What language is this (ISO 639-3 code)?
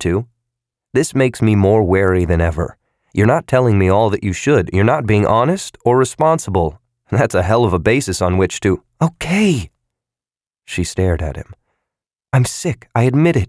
eng